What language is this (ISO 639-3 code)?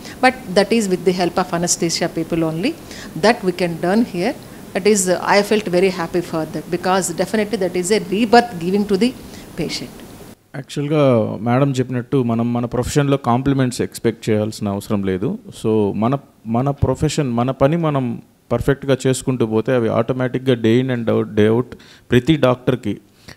tel